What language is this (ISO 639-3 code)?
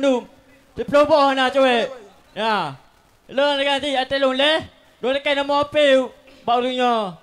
ace